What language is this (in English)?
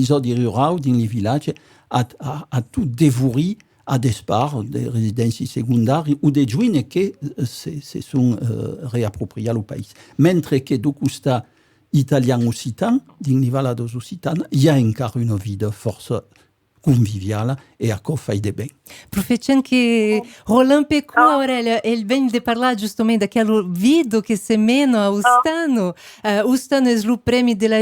Occitan